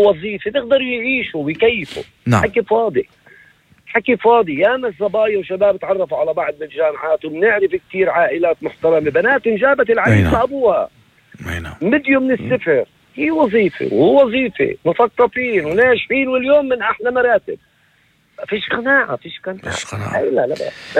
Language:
North Levantine Arabic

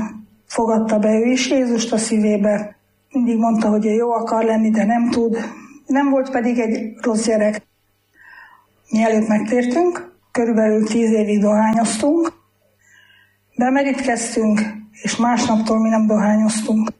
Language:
Hungarian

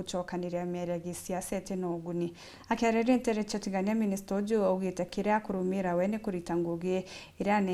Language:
Meru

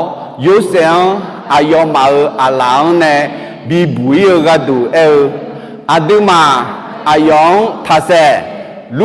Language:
Akha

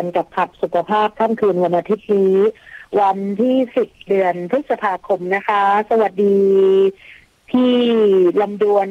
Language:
Thai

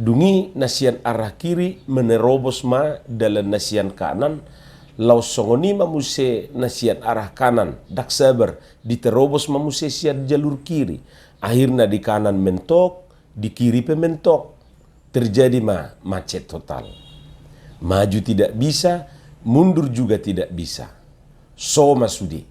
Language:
Batak Toba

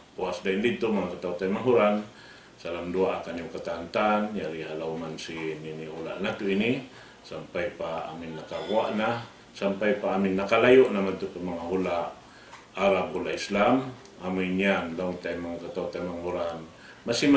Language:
Tausug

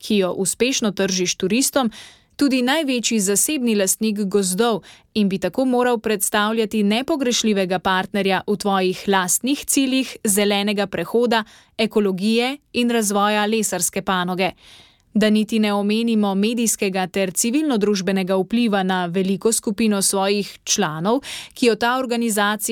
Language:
Slovenian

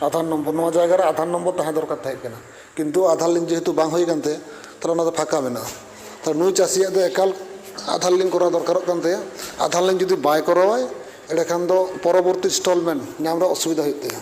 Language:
Santali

